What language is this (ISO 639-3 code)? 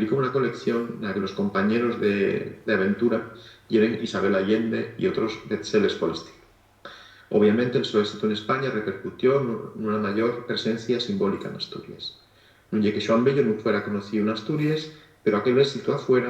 ast